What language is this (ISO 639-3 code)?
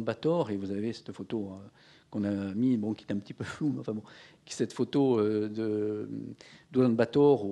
fra